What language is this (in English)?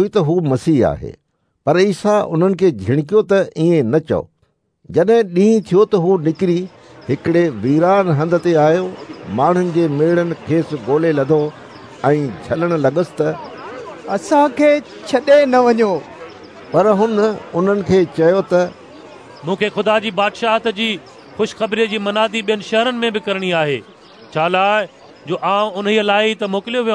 Sindhi